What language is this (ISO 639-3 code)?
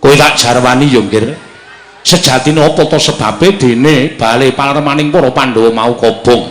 jav